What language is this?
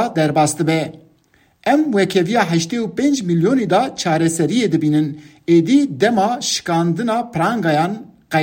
Kurdish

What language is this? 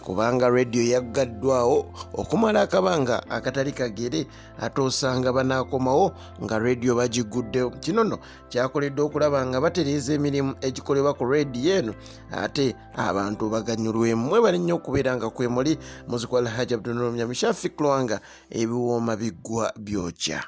Ganda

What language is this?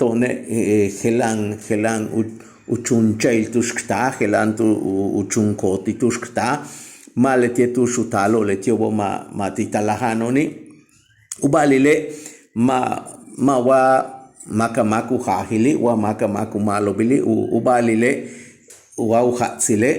Yucateco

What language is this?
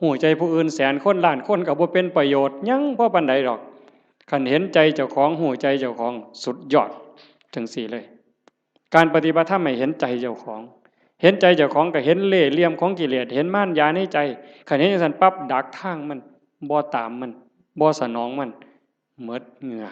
Northeastern Thai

